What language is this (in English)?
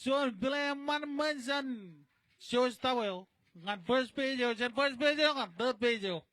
Marshallese